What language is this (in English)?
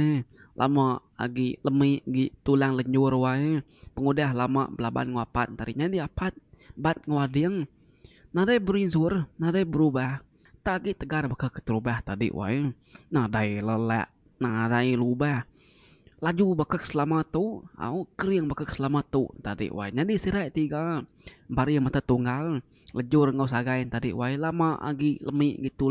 Iban